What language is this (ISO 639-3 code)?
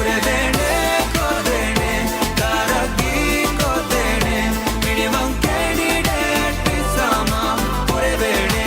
div